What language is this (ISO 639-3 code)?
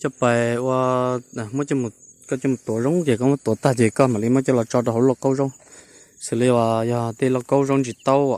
hmn